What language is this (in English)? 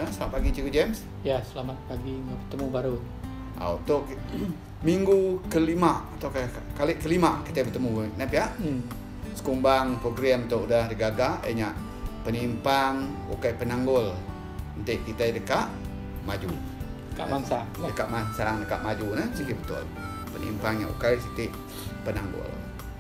Iban